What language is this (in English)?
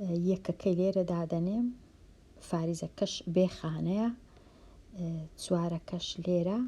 Central Kurdish